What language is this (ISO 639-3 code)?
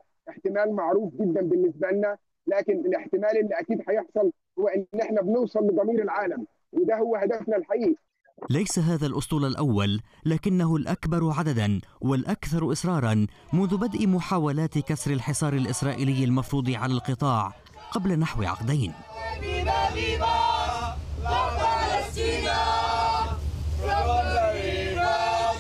ara